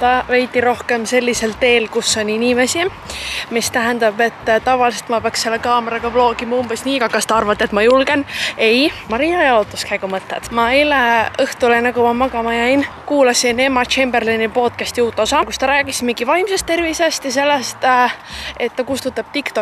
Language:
Estonian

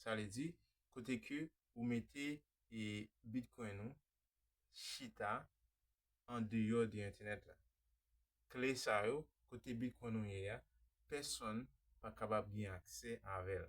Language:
Haitian Creole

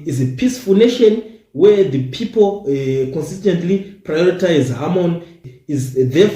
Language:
Shona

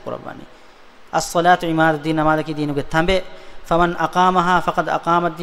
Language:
Divehi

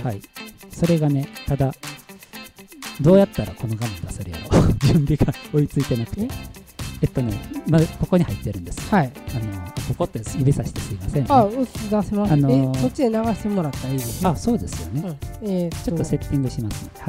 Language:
Japanese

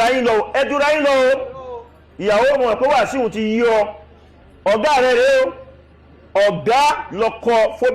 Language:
Yoruba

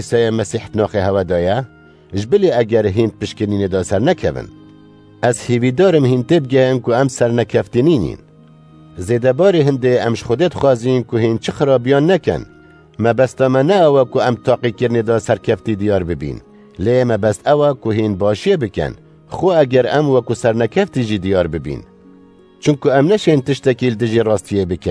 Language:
Kurdish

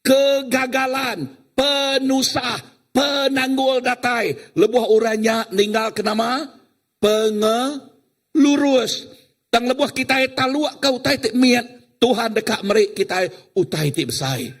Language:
Iban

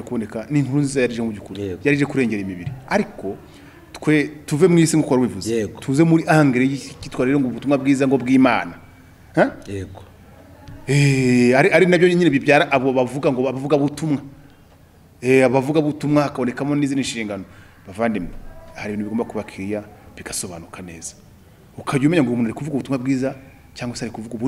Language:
Kinyarwanda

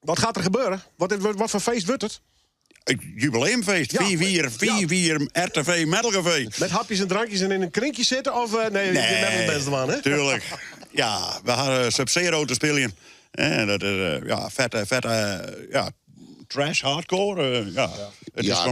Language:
Western Frisian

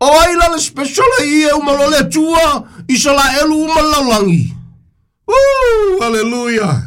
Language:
Samoan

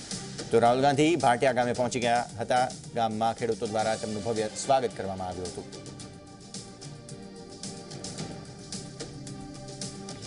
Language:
Gujarati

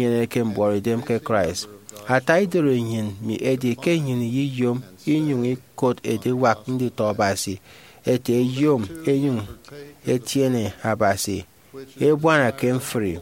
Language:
Efik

